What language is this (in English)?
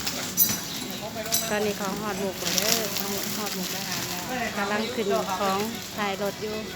Lao